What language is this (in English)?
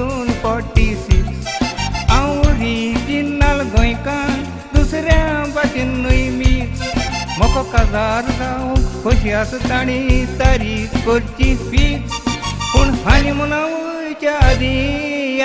Konkani